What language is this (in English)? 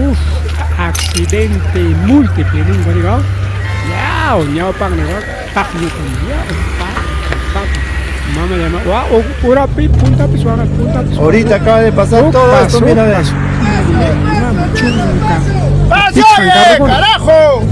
Ayacucho Quechua